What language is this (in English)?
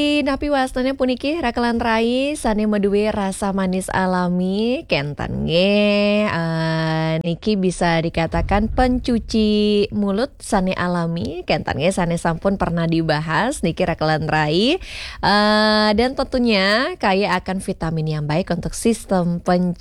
Balinese